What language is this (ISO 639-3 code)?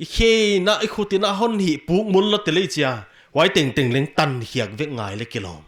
pck